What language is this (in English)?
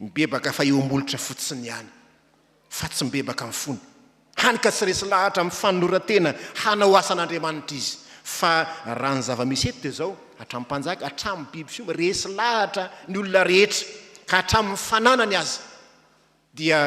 Malagasy